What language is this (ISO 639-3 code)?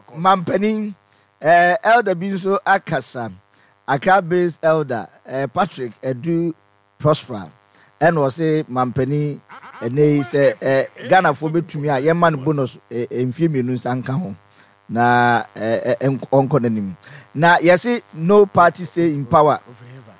aka